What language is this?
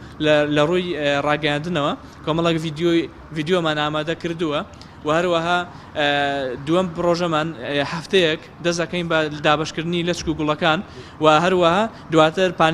Central Kurdish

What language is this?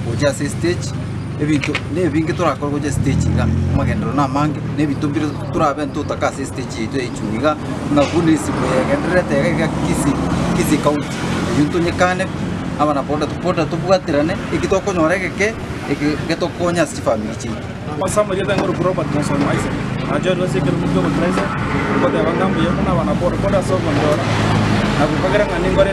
Gusii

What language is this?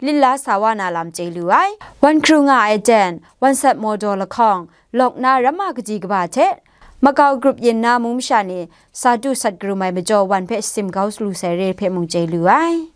Kachin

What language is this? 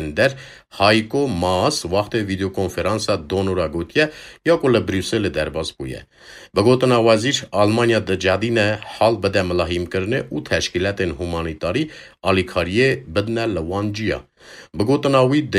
Kurdish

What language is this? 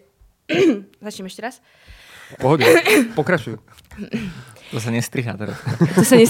Slovak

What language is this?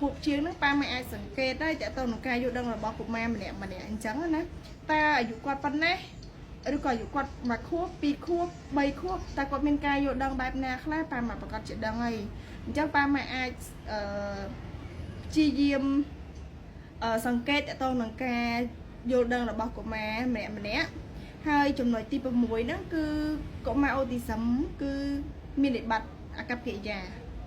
Khmer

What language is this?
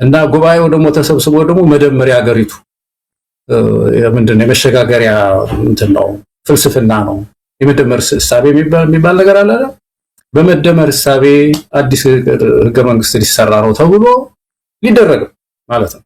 Amharic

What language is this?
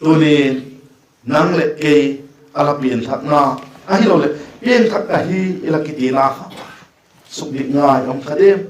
Vaiphei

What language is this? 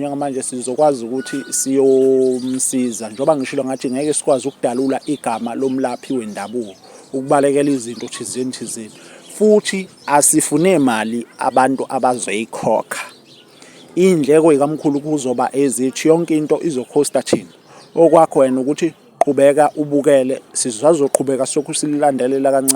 Zulu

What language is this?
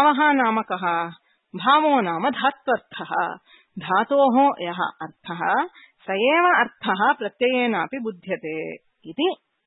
Sanskrit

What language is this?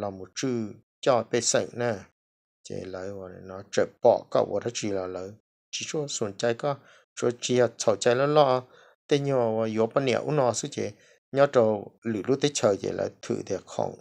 Hmong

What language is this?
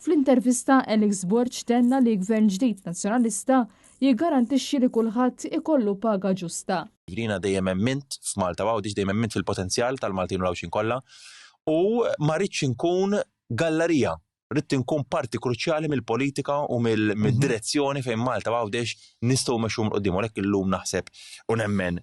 Maltese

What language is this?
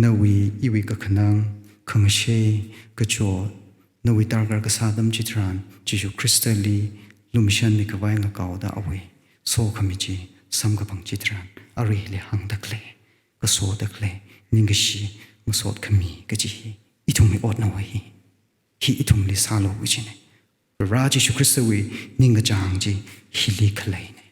Tangkhul Naga (India)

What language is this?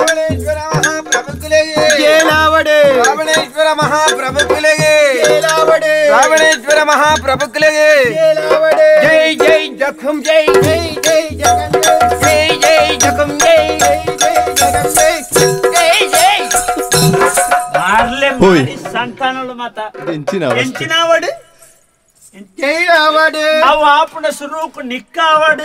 Tulu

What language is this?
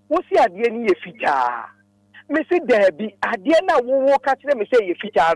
Akan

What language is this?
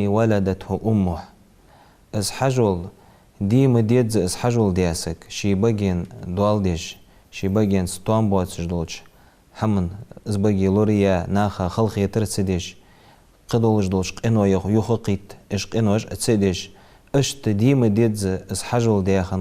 Ingush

